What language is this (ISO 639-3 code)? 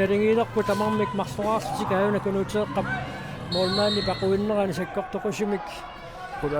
kal